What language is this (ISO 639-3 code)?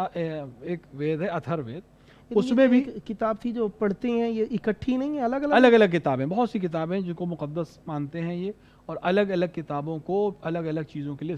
urd